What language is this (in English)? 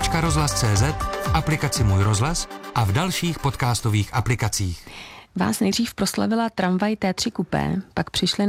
Czech